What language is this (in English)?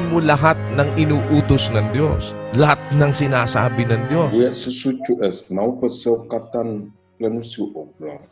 Ewe